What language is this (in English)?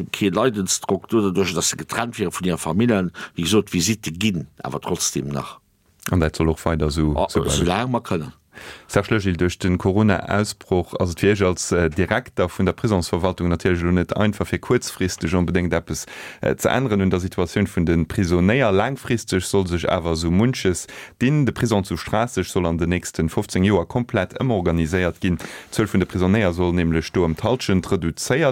Luxembourgish